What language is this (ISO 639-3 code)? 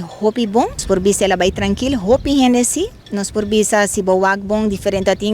pap